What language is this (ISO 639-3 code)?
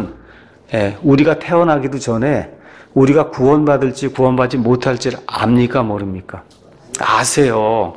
kor